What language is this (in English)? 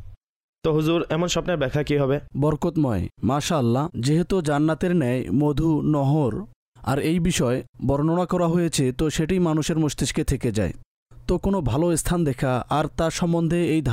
Bangla